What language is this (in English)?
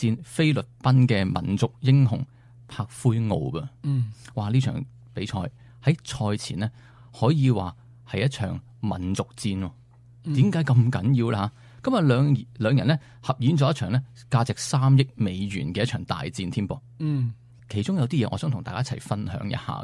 Cantonese